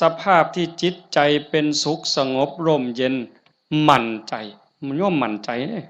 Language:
Northeastern Thai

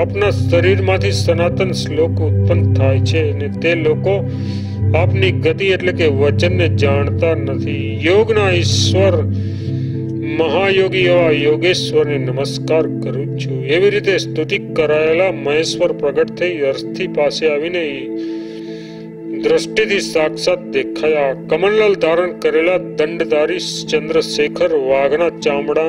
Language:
Gujarati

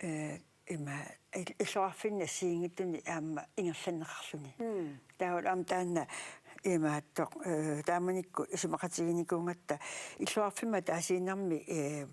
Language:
Kalaallisut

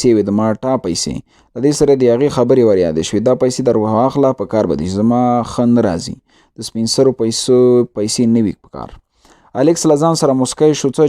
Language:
Pashto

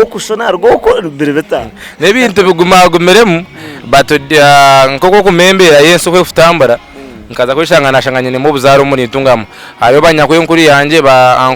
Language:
Nyankole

